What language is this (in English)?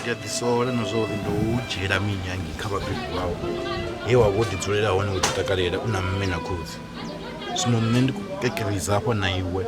Venda